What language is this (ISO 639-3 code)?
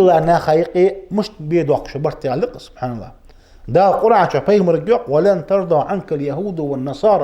inh